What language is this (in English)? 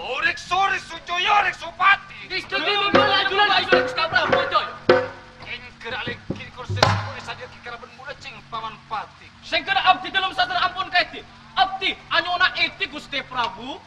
Madurese